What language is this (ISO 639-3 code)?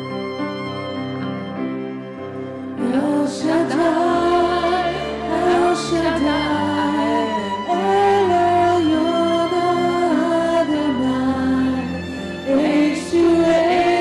zho